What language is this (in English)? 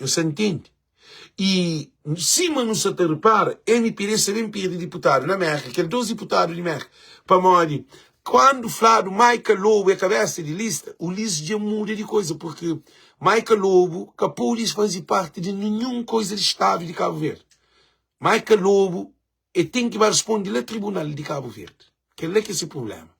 Kabuverdianu